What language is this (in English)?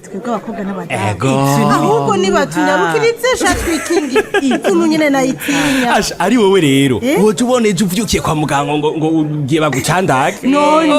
Rundi